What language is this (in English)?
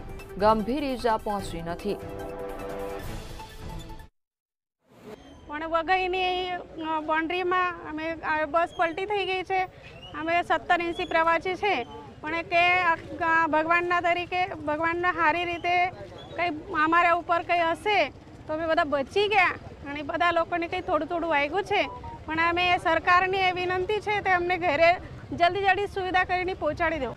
Gujarati